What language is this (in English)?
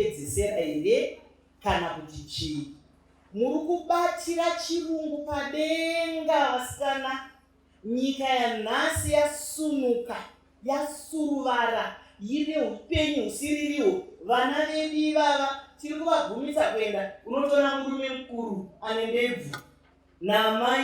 Shona